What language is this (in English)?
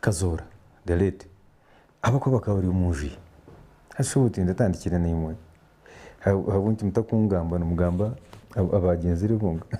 Nyankole